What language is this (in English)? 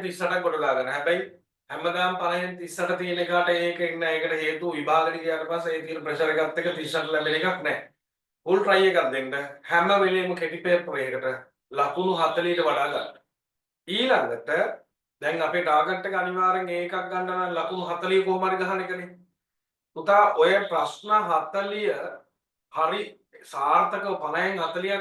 Sinhala